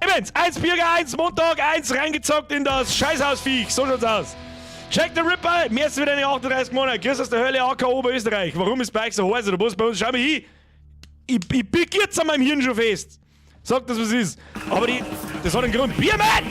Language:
Bavarian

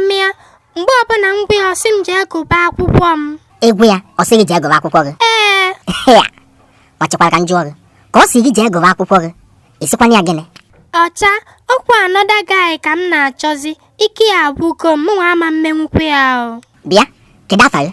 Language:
Igbo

